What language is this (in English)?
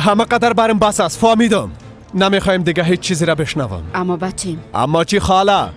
Persian